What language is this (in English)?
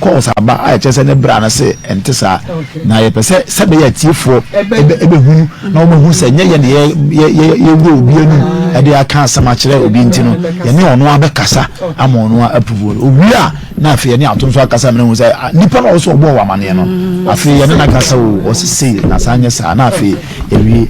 Akan